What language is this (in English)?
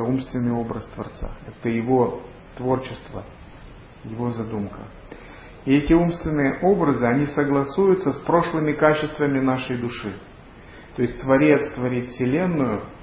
Russian